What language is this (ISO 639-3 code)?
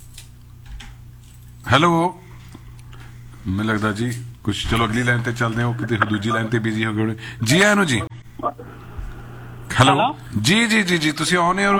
pan